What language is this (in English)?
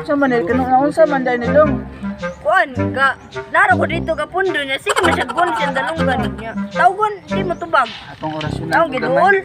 Cebuano